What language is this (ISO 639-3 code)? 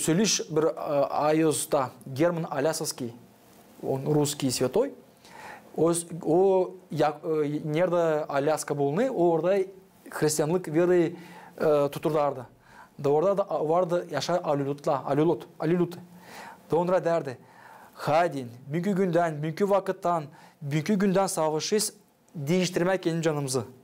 gag